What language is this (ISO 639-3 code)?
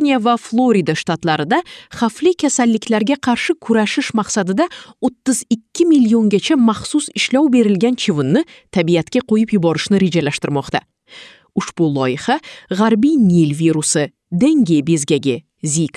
uzb